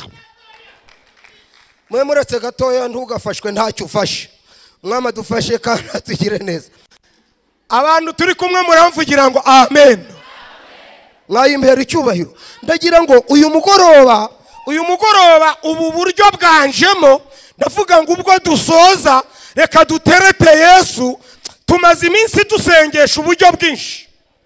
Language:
Kinyarwanda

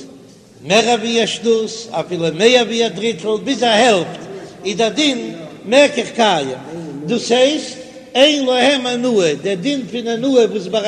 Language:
Yiddish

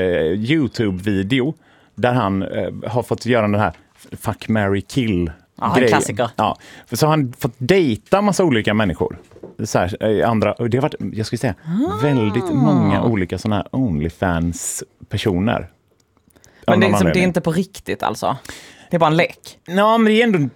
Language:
Swedish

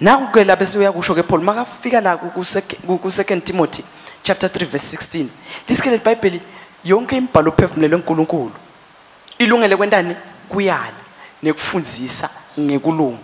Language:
Swati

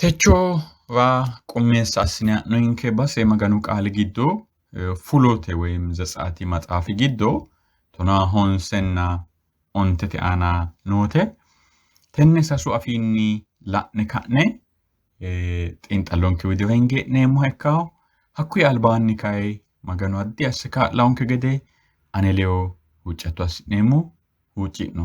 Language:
Sidamo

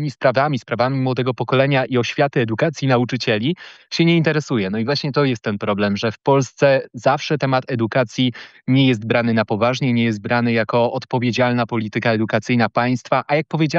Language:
Polish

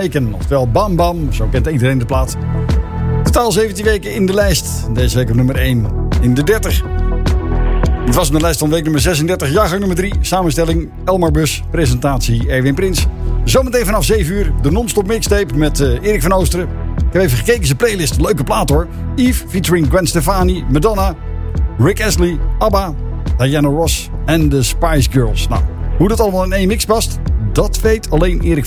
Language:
Dutch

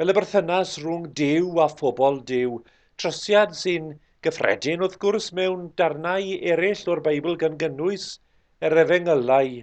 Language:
Welsh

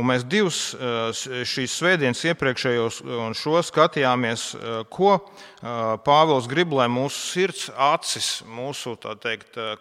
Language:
Latvian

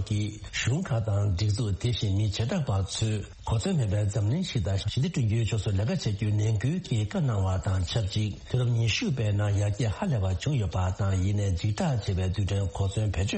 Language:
Tibetan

